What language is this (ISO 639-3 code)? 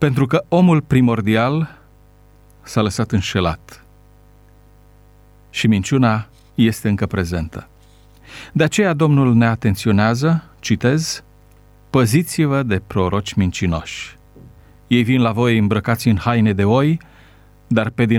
ron